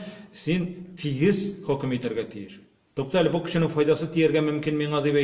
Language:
Tatar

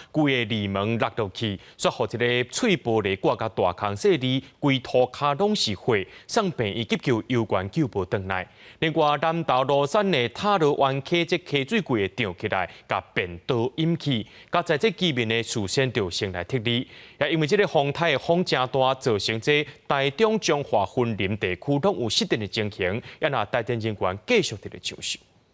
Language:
Min Nan Chinese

